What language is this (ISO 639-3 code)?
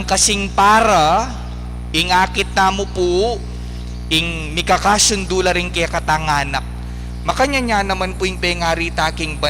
pam